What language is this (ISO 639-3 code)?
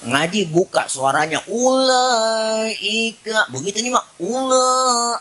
bew